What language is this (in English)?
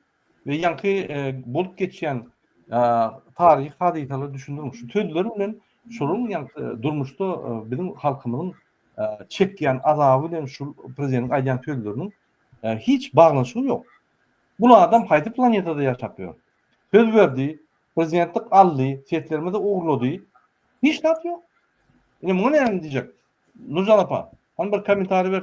Turkmen